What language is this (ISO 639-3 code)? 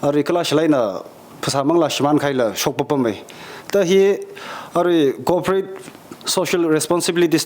nmf